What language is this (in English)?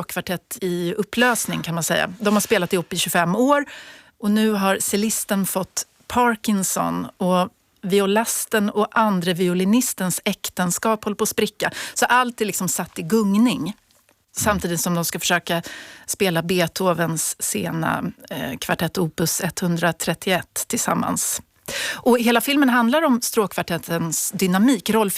Swedish